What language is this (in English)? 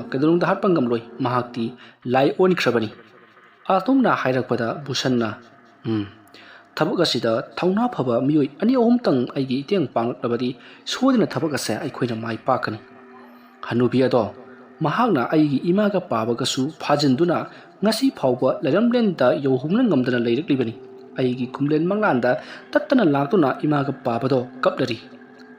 Manipuri